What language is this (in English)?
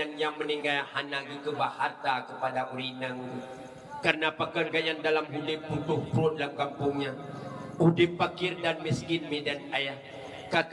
Achinese